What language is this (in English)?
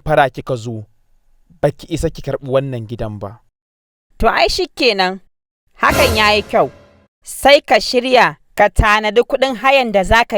Hausa